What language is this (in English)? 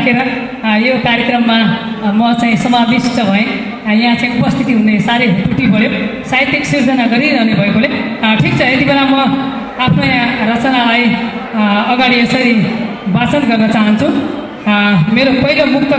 Nepali